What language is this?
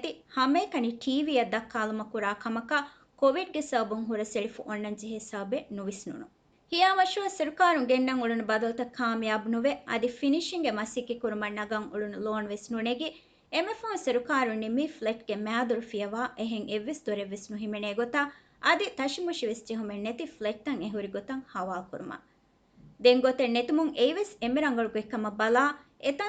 Divehi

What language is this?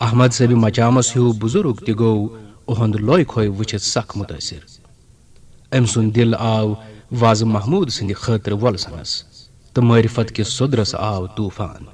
Kashmiri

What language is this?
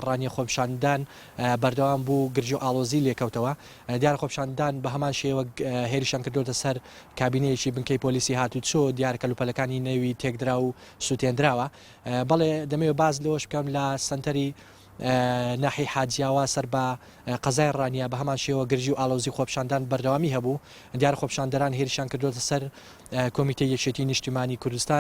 Central Kurdish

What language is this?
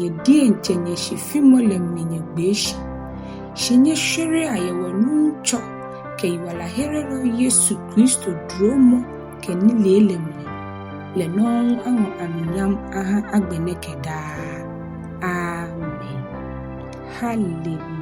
Ga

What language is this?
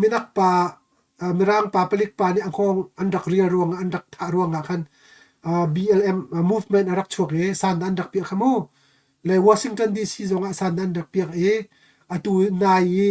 Hakha Chin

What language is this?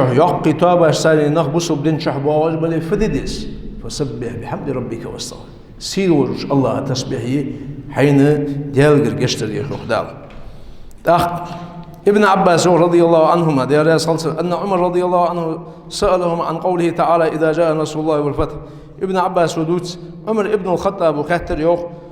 Ingush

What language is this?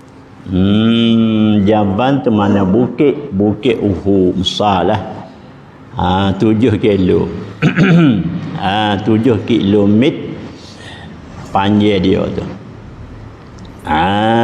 Malay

